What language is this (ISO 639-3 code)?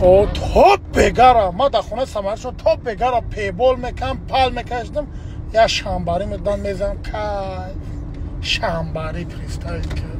tgk